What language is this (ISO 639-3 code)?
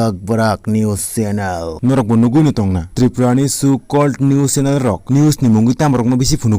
trp